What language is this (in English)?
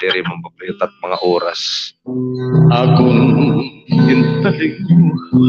Waray